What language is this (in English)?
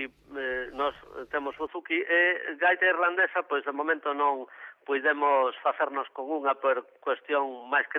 Galician